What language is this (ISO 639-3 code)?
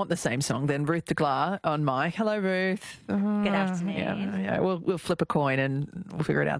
eng